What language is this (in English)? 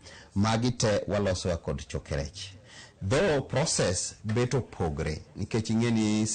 Luo (Kenya and Tanzania)